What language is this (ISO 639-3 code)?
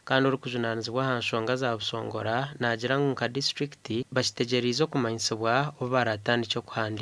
nyn